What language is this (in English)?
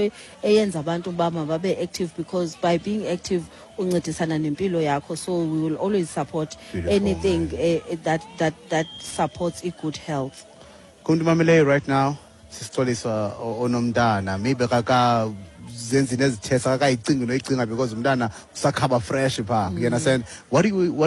Xhosa